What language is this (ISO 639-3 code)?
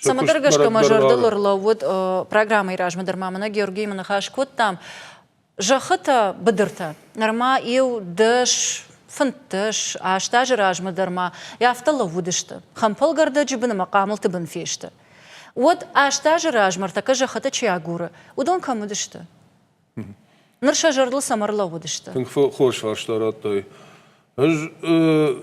oss